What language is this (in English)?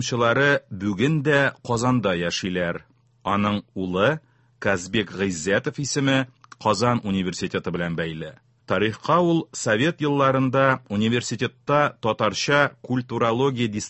Tatar